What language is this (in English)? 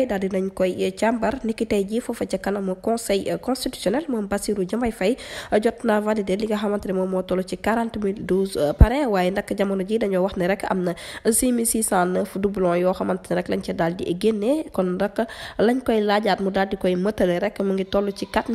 Wolof